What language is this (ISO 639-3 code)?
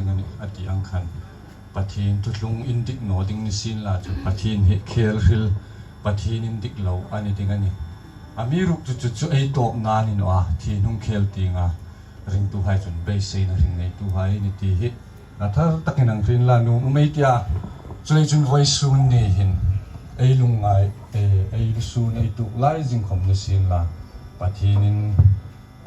hmr